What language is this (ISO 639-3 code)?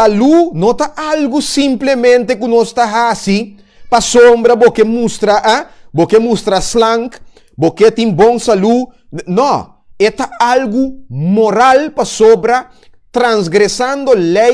pap